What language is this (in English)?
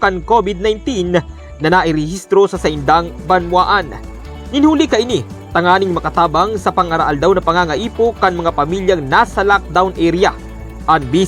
Bikol